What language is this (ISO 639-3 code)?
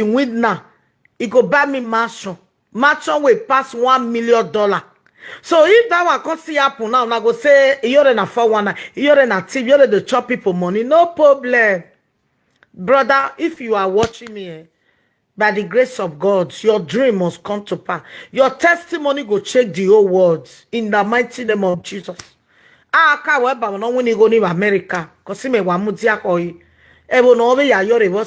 pcm